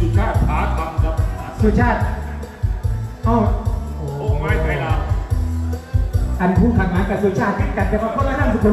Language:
Thai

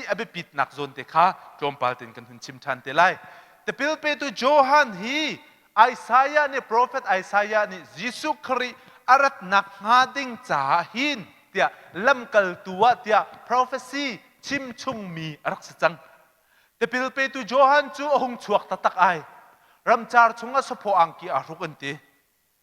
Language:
Hakha Chin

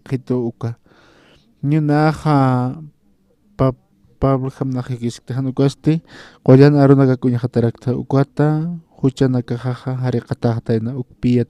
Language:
Aymara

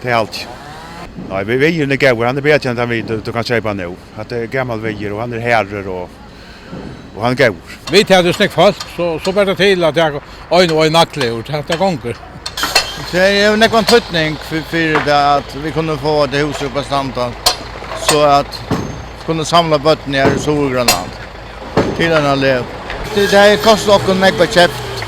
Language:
Faroese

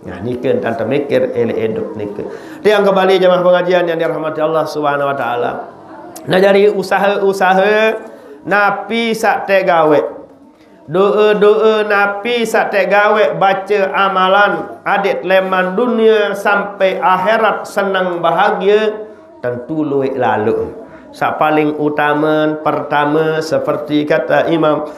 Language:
Sasak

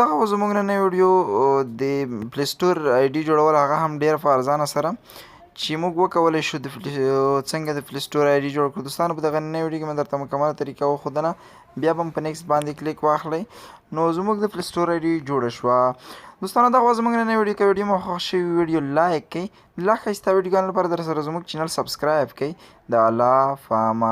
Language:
Pashto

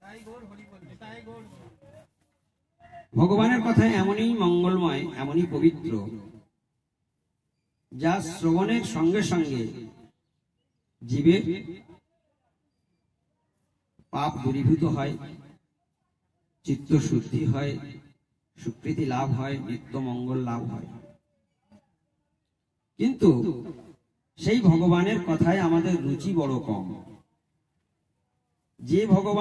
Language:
Bangla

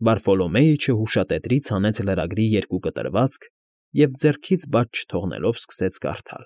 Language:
Armenian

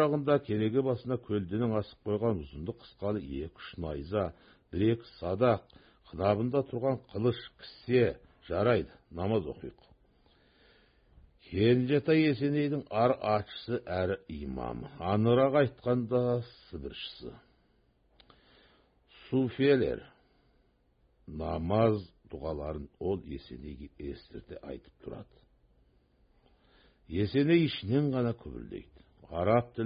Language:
Kazakh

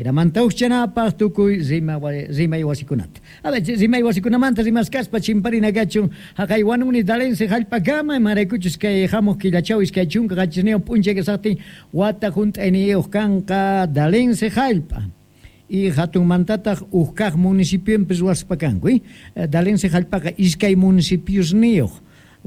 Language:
Quechua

